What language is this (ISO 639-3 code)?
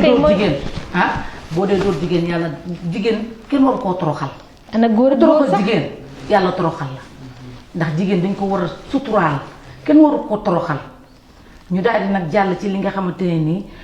wol